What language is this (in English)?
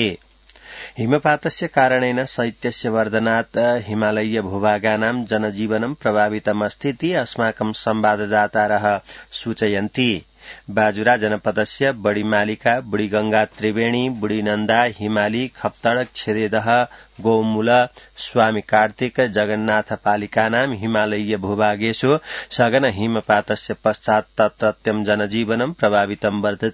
Sanskrit